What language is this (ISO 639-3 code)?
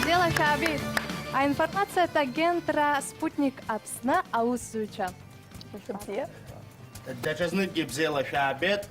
abk